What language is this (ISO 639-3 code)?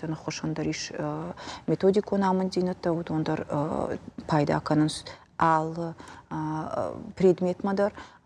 oss